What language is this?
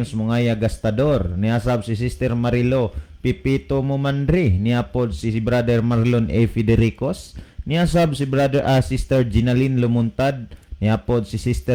Cebuano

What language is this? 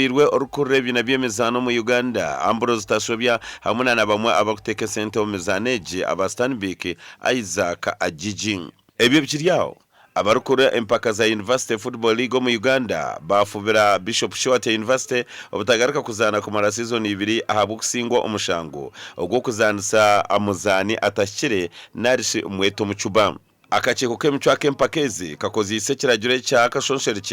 Nyankole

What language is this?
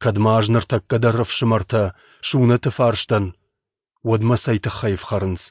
Ossetic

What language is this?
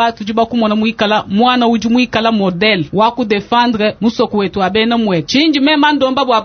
Luba-Lulua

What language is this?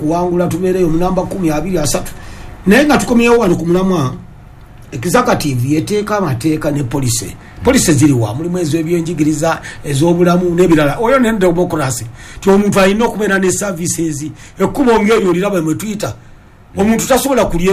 Ganda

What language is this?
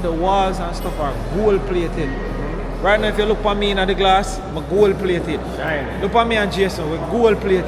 Jamaican Creole English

